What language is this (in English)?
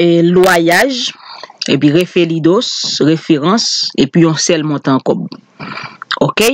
Haitian Creole